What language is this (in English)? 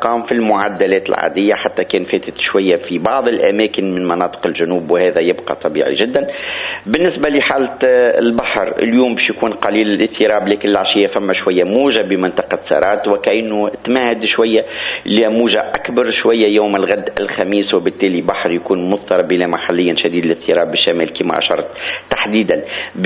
Tunisian Arabic